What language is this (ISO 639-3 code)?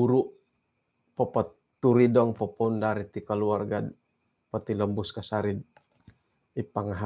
dtp